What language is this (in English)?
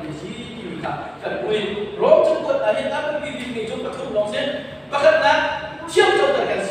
Hakha Chin